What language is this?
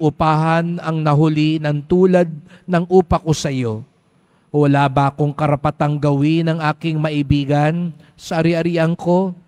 Filipino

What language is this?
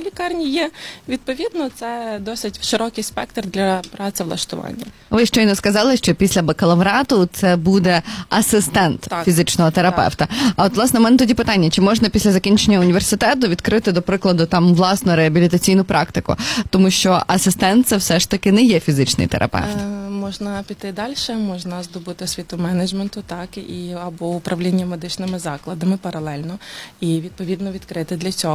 Ukrainian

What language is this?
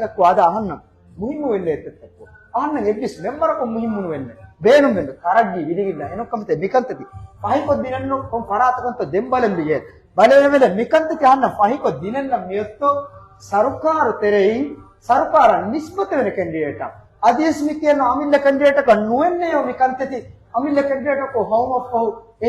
Divehi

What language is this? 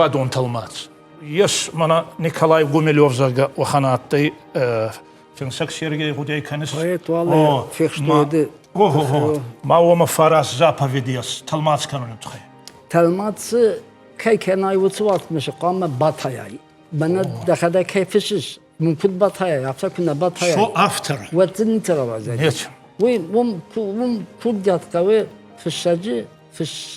Ossetic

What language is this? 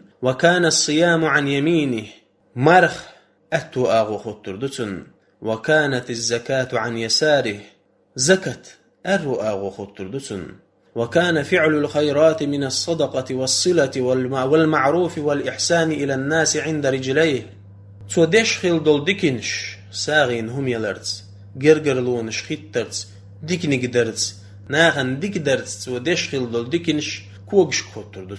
Chechen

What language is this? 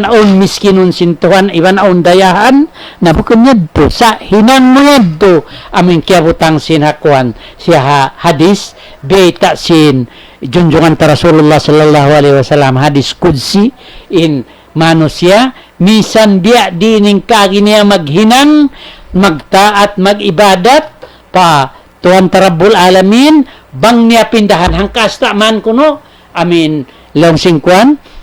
Tausug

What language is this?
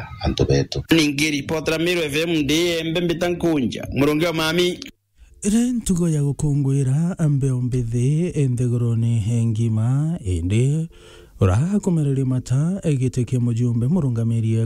Meru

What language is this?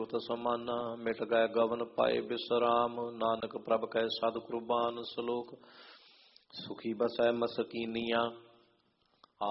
Punjabi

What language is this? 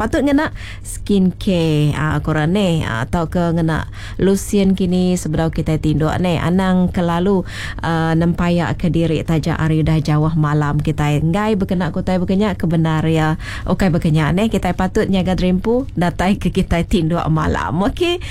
Iban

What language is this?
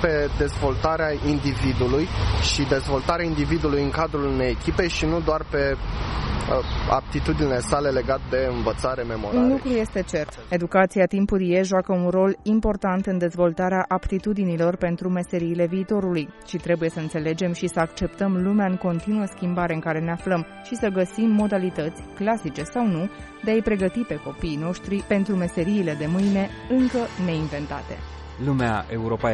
Romanian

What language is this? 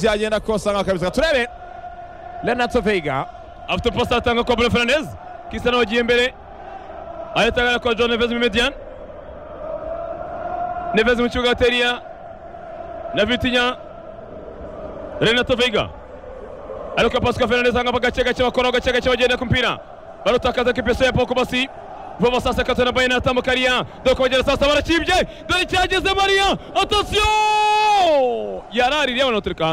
Kinyarwanda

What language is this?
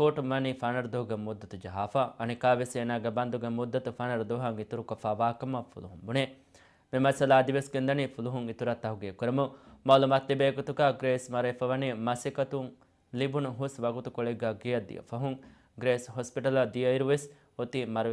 Divehi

